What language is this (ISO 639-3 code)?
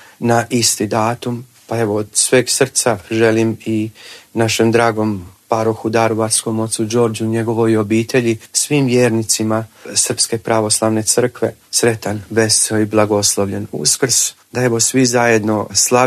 hrv